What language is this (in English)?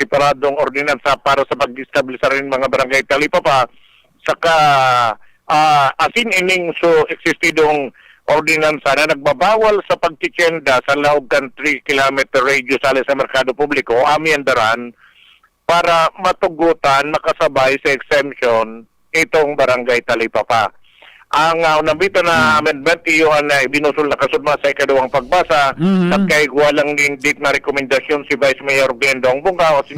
Bikol